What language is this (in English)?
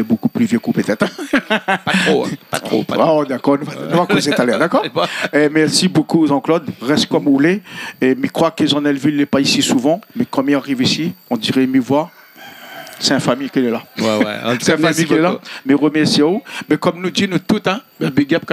Réunion Creole French